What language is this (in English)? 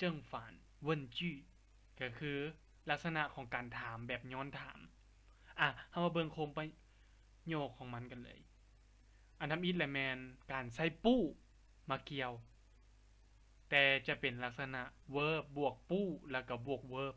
Lao